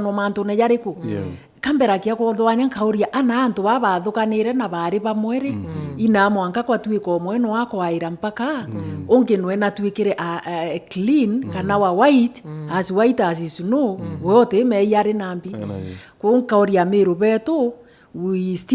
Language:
Meru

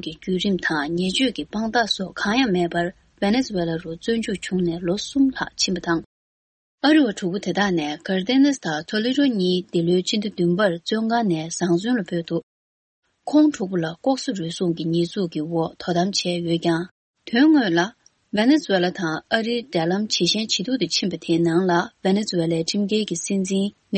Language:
Tibetan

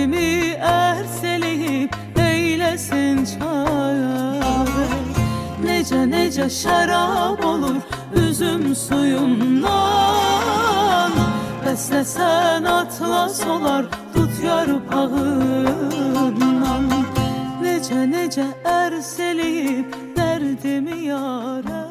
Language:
South Azerbaijani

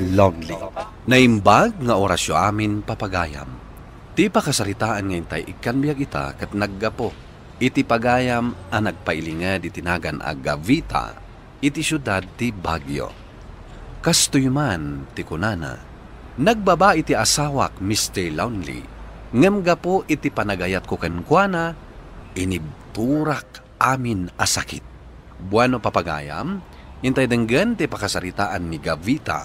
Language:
Iloko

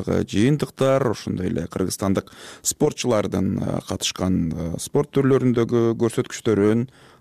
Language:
Kyrgyz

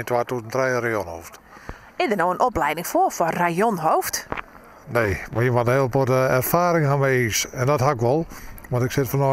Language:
Western Frisian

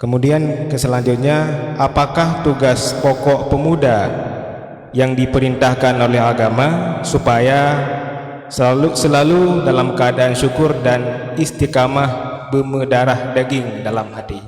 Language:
Achinese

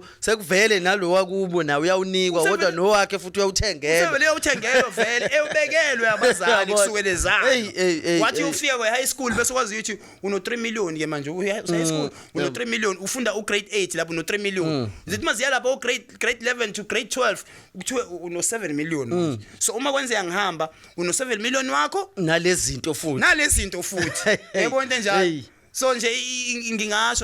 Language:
Zulu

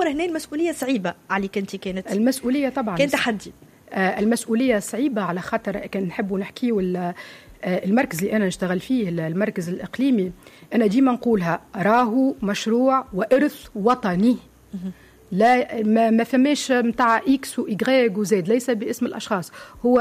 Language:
Tunisian Arabic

